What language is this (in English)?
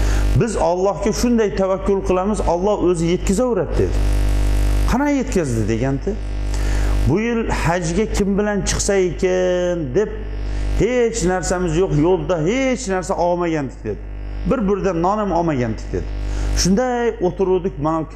Uzbek